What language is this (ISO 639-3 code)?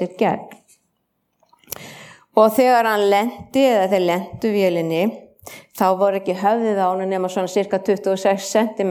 isl